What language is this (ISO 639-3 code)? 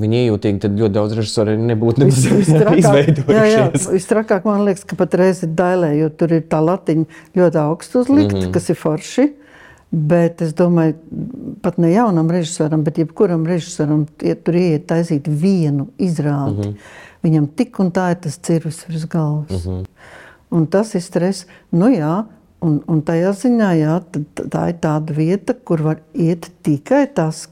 lav